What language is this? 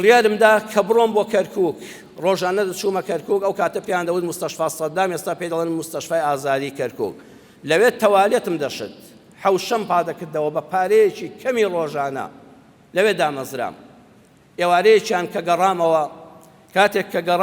Central Kurdish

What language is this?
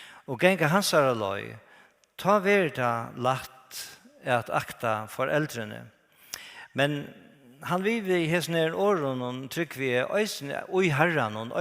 Faroese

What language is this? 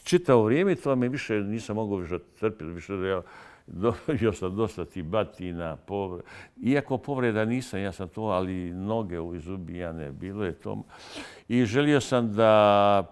Bosnian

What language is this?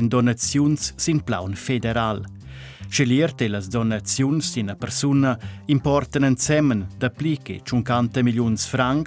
Romansh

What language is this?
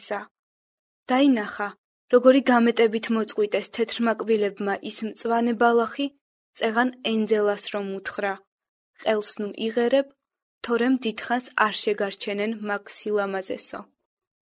Georgian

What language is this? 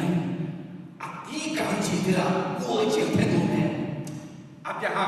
Akha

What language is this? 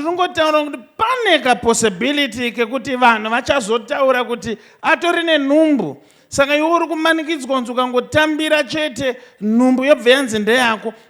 Shona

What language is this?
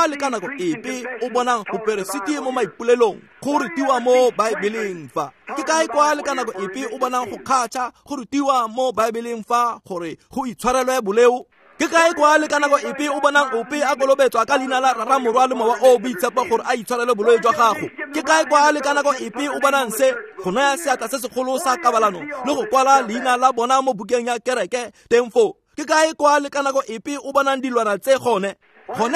Tswana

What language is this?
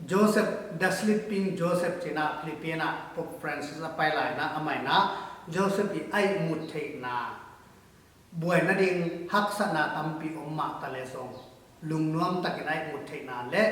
Tedim Chin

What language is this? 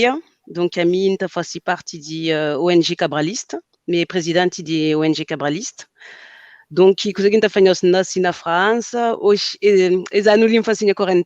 Kabuverdianu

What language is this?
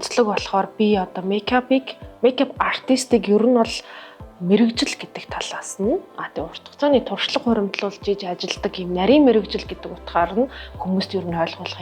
Mongolian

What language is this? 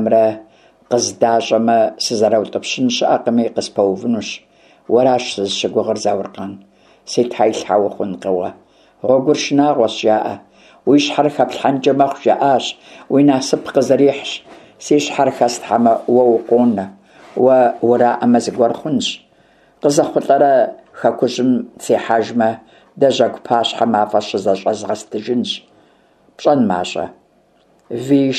Kabardian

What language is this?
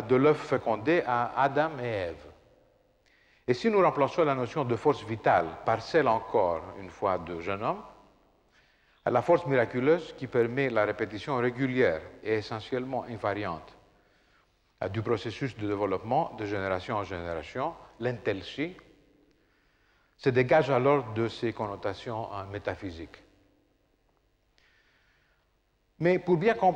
French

